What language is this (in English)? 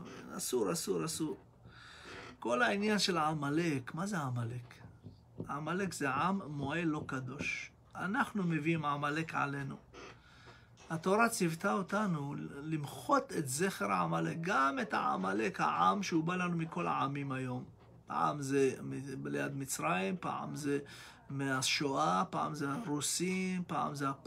Hebrew